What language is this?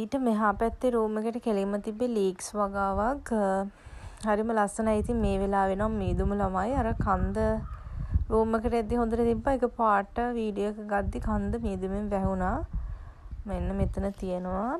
Sinhala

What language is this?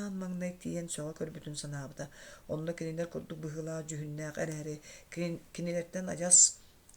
Yakut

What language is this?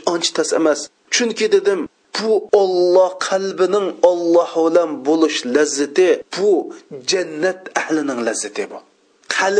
Uyghur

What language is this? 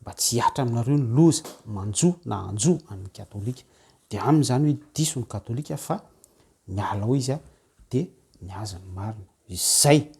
Malagasy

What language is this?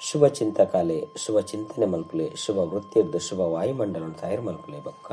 Tulu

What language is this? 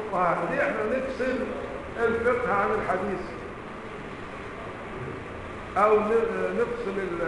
Arabic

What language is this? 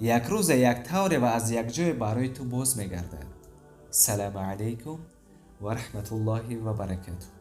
Tajik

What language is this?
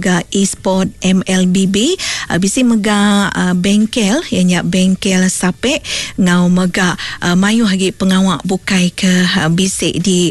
Iban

